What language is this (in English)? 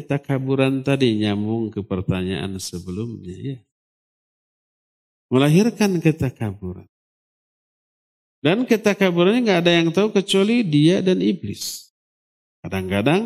Indonesian